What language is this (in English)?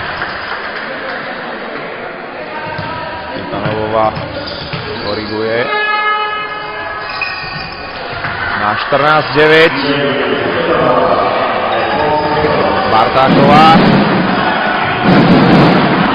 Slovak